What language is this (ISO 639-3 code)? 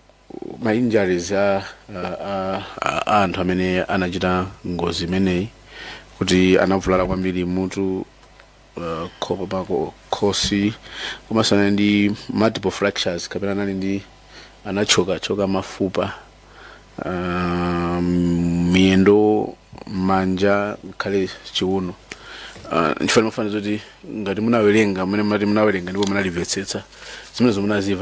nya